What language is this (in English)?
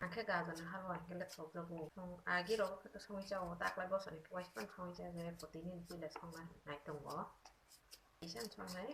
Kok Borok